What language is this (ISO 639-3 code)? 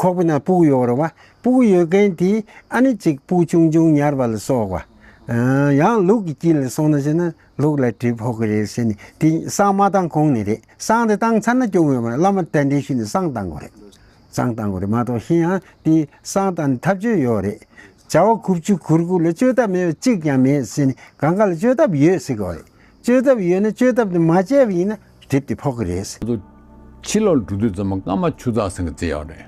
bod